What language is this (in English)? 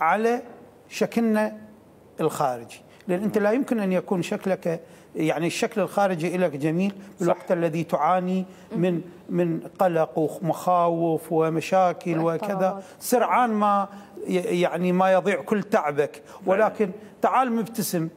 Mesopotamian Arabic